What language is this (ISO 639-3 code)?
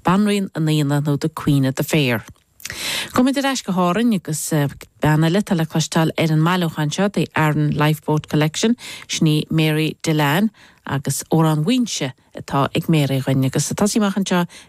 gle